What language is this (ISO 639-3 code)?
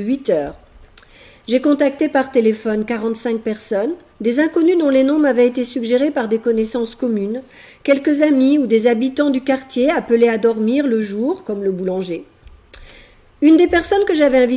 fra